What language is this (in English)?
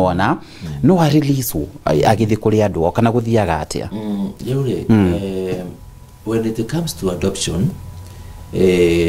Kikuyu